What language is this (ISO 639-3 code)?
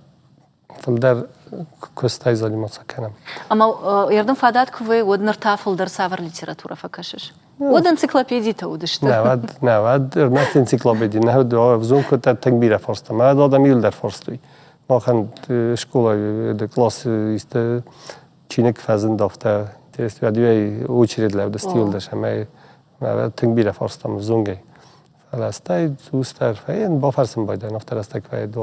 oss